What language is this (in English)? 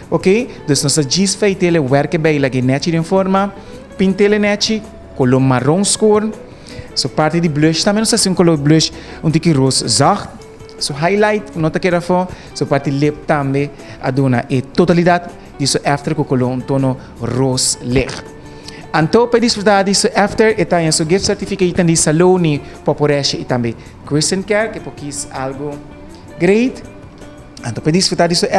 Papiamento